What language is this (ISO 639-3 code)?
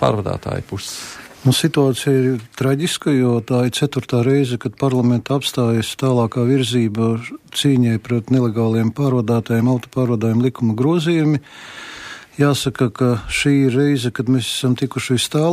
lav